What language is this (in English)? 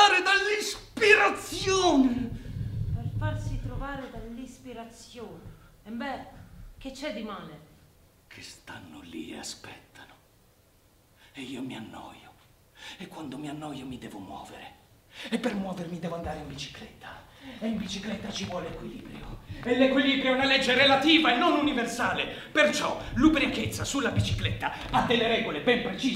Italian